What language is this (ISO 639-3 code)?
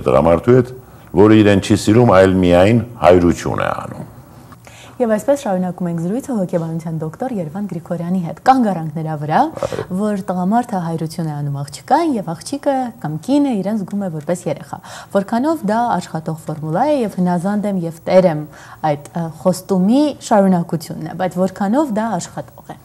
hye